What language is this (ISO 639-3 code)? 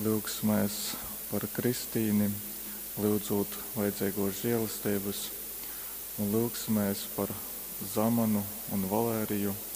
ltg